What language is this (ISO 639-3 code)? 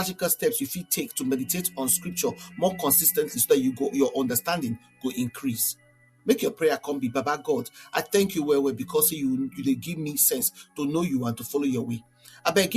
pcm